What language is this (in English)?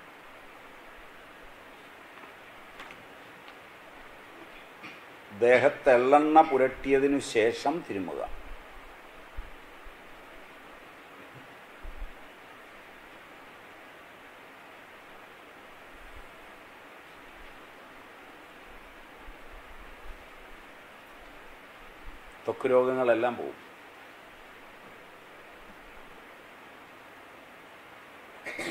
Malayalam